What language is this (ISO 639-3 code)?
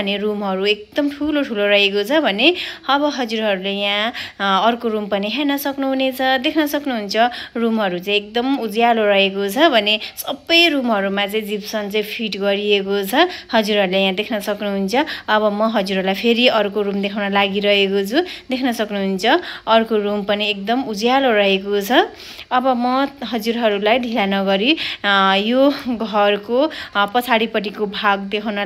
nep